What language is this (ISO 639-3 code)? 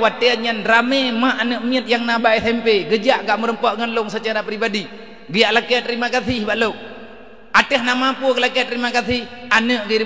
ace